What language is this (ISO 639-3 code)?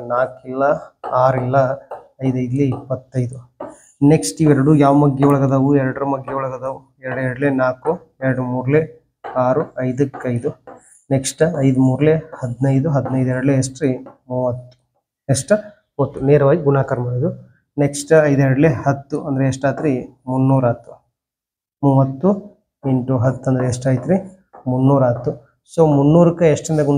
kan